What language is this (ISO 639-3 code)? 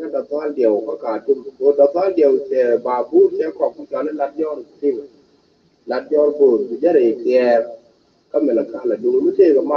nus